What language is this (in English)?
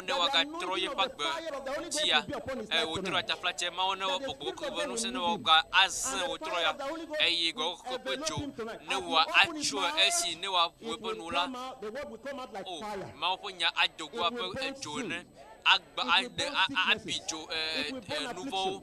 Ewe